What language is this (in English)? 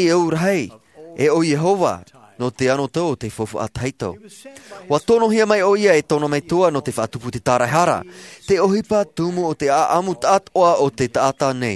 Tahitian